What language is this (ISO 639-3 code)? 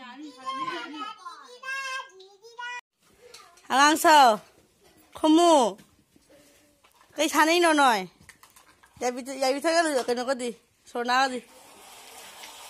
vie